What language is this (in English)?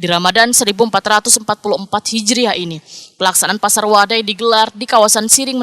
Banjar